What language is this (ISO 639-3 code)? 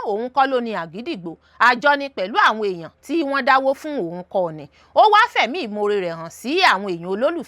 yor